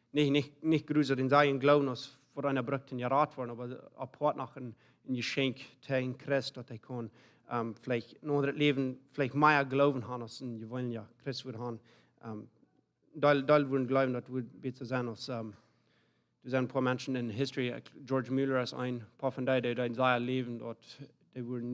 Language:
Plautdietsch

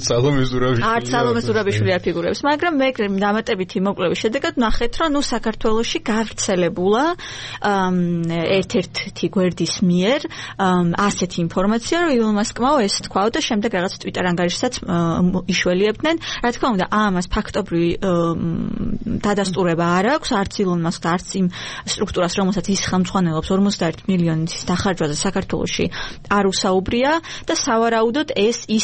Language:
Georgian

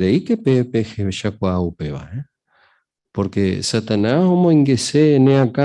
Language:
Guarani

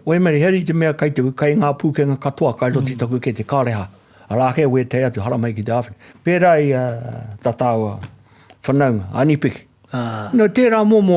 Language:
Māori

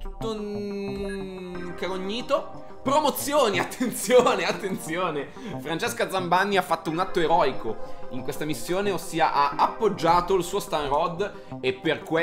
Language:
Italian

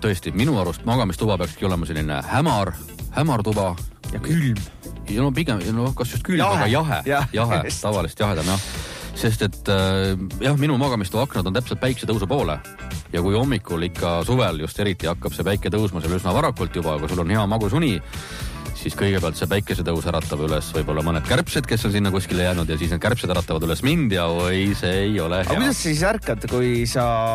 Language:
Estonian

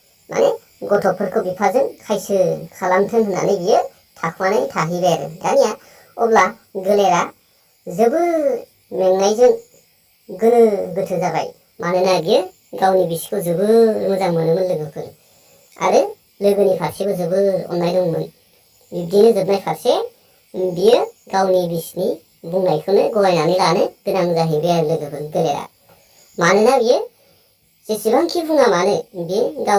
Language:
Bodo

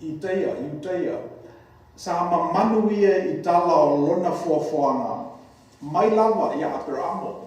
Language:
Samoan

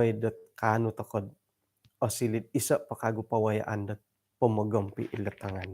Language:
Central Dusun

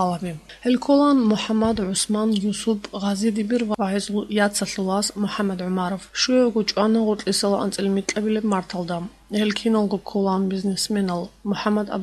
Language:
Avaric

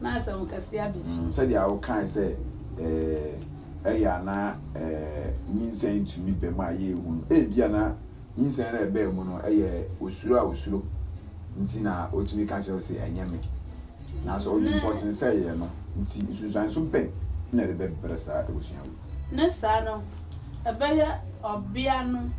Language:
Akan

